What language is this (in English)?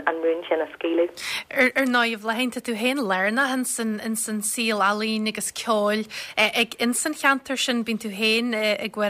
Irish